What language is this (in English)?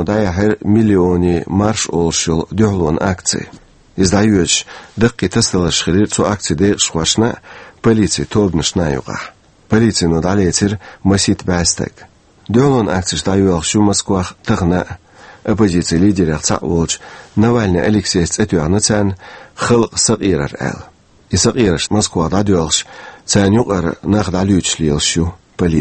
Chechen